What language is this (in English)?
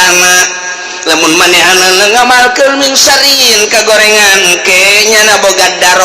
Sundanese